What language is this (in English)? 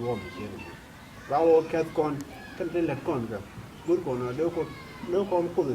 Nuer